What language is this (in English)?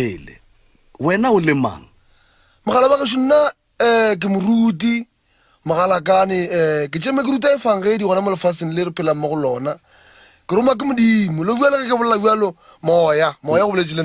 Northern Sotho